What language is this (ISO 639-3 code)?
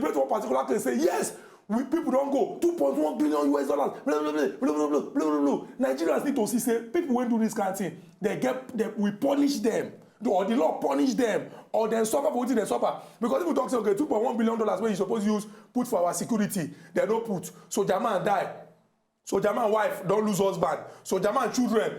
pcm